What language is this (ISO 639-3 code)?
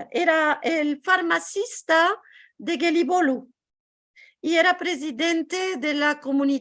lad